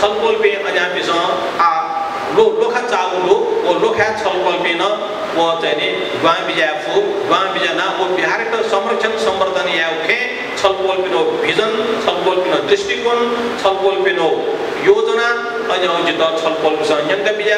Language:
Newari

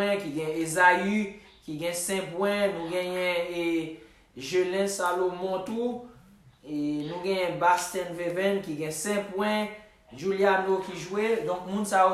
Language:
Haitian Creole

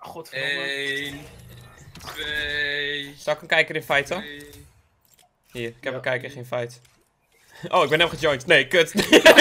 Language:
Dutch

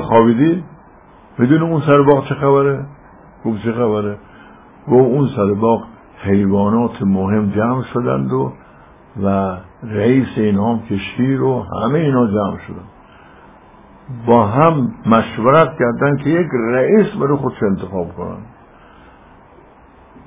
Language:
Persian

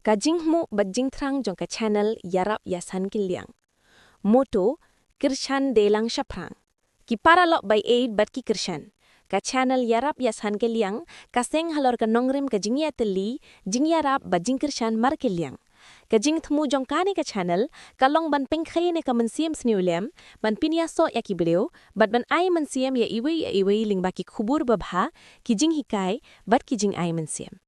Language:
Khasi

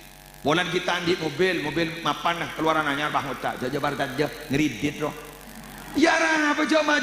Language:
Madurese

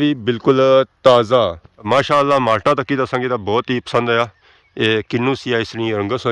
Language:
Pahari-Potwari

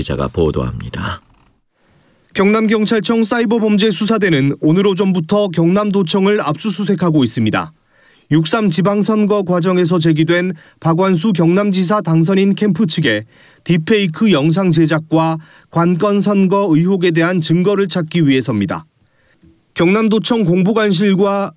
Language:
Korean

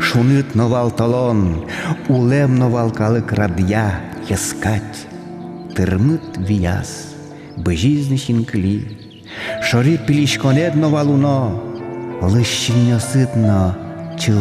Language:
Udmurt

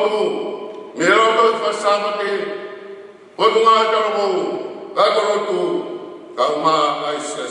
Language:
Tongan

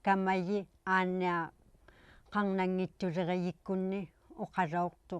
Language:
Inuktitut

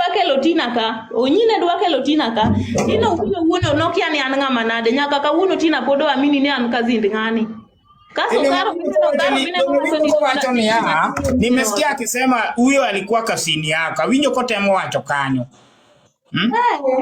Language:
Luo (Kenya and Tanzania)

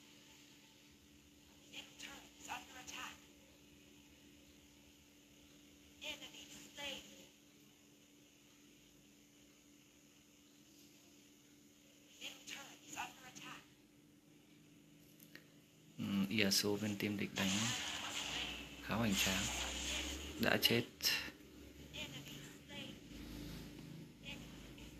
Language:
Vietnamese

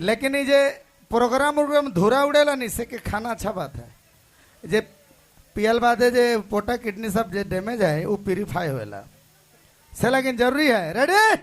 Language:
Sadri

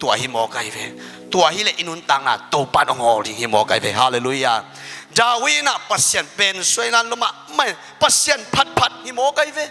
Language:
Tedim Chin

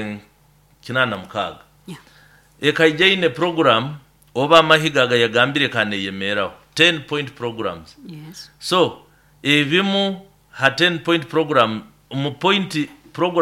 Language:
Nyoro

